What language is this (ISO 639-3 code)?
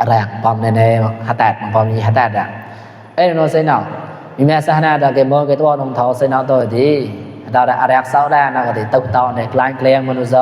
mnw